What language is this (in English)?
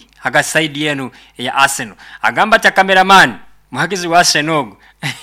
Nyoro